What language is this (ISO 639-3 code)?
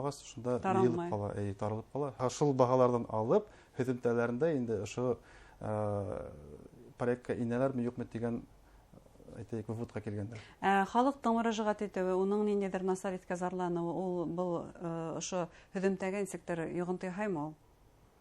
bak